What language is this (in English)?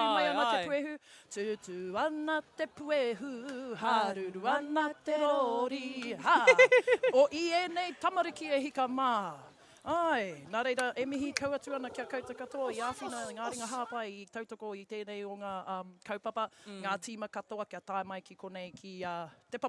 Māori